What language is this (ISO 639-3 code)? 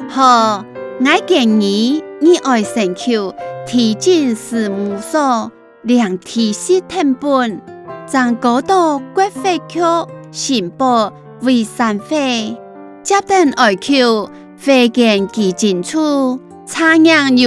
hak